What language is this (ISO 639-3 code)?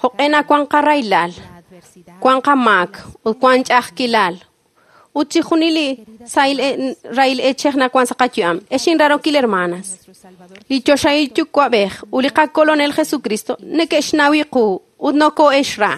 kek